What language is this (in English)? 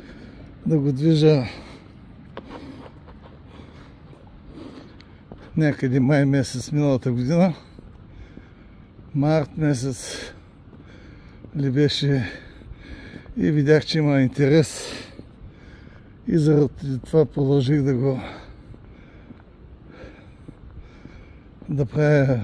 Bulgarian